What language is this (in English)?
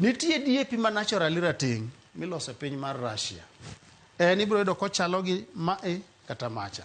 Luo (Kenya and Tanzania)